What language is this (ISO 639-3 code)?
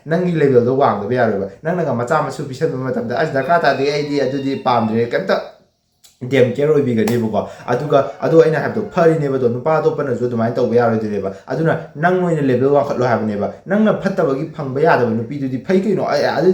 mni